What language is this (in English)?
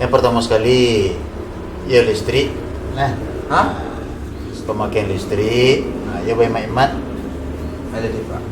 Minangkabau